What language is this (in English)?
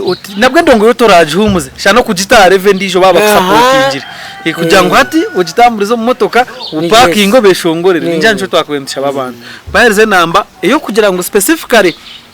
Nyankole